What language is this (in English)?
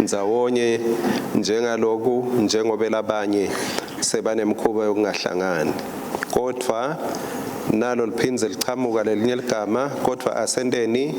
Swati